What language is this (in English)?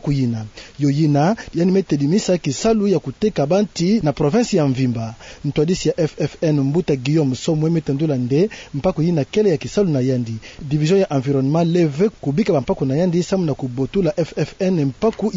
Kituba (Democratic Republic of Congo)